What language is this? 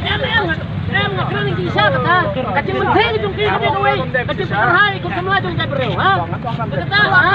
Khasi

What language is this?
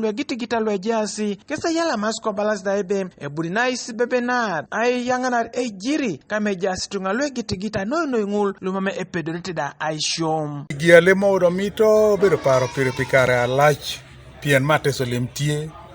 Teso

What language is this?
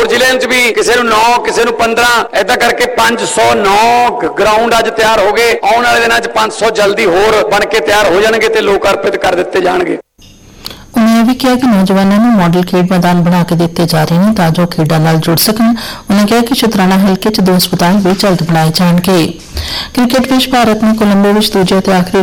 Punjabi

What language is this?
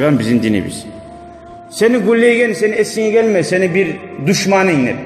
Kumyk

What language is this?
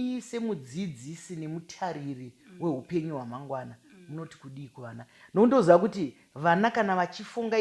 Shona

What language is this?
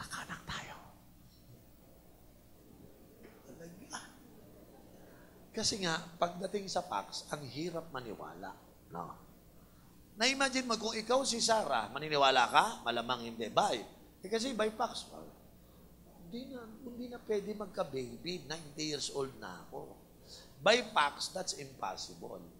Filipino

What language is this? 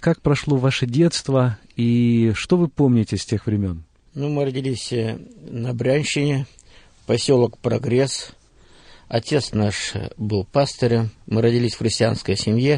Russian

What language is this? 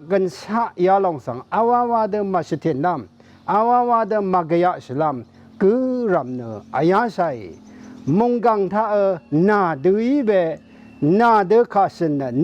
Rawang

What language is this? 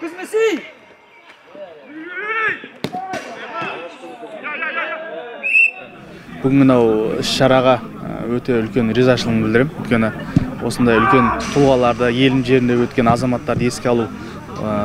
Kazakh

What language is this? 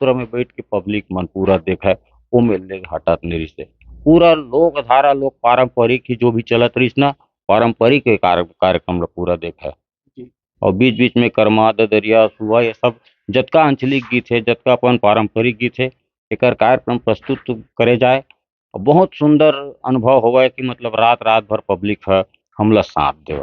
Chhattisgarhi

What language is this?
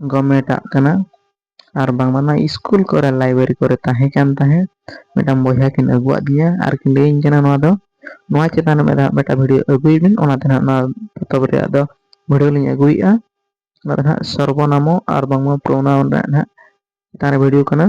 Santali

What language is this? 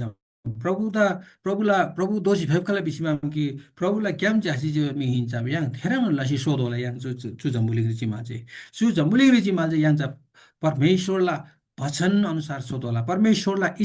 Eastern Tamang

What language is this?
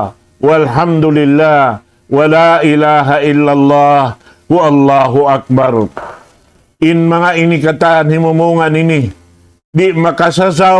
Tausug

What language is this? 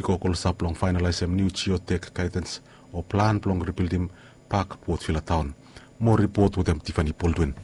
Bislama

